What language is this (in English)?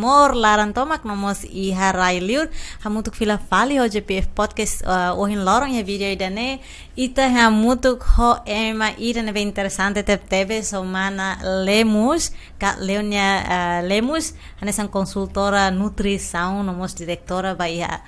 Tetum